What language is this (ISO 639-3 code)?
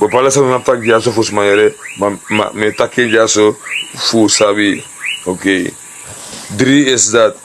srn